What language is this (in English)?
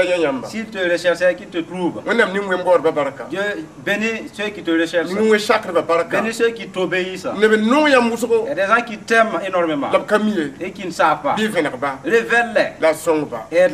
Mossi